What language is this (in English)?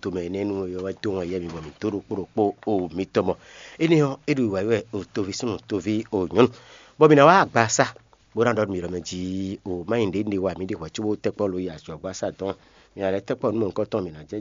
Fon